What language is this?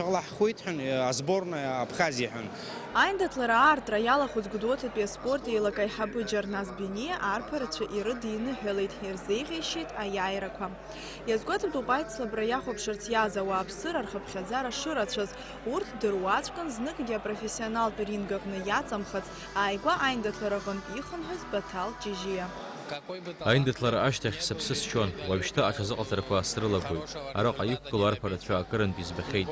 Abkhazian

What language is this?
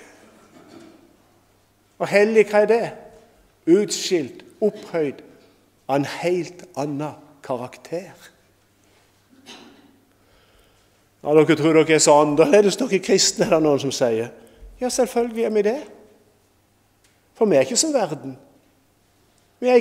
Norwegian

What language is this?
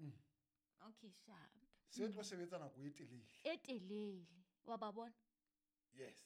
Southern Sotho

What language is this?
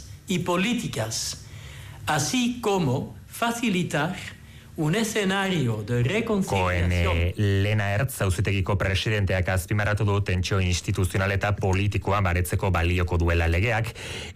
Basque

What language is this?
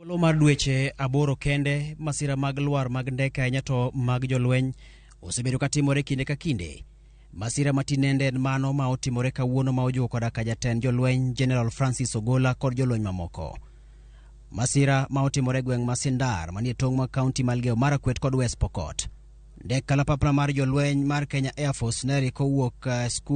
Luo (Kenya and Tanzania)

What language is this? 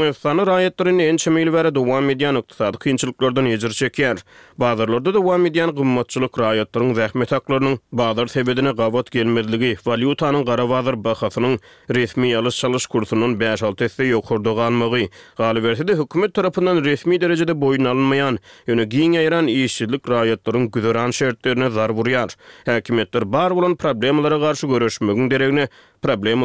Turkmen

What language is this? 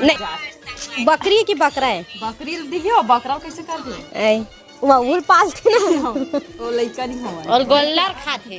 Chhattisgarhi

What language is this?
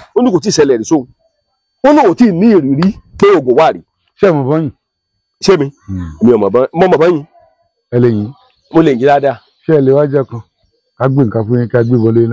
Yoruba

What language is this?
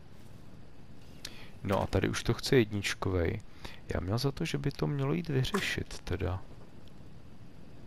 Czech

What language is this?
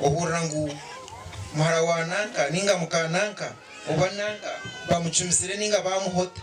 Nyankole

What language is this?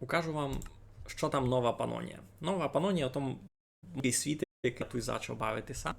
Rusyn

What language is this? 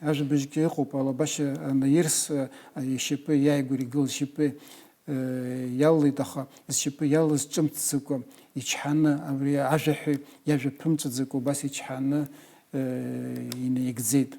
Abkhazian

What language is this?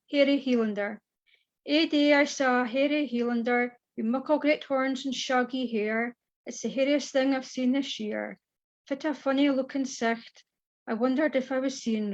Scots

